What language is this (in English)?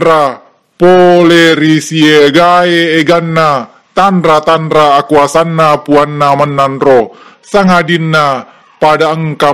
Buginese